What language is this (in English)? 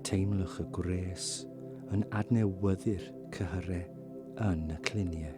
Welsh